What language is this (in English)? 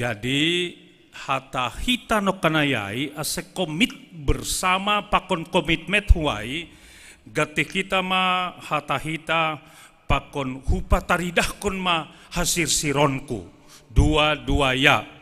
Batak Simalungun